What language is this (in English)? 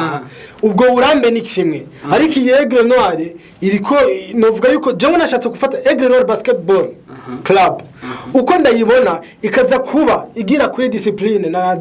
Rundi